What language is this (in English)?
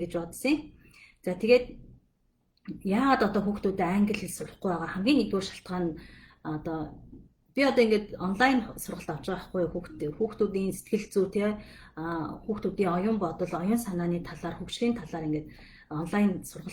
Mongolian